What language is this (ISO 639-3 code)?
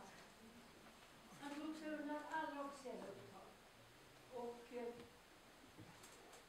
swe